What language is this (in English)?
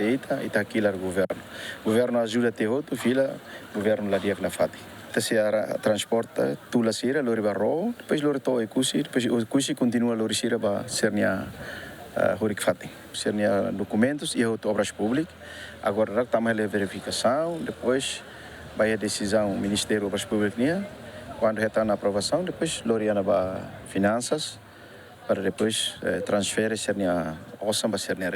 Tetum